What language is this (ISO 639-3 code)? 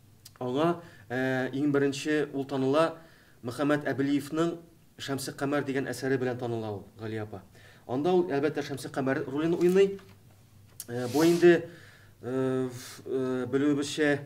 tat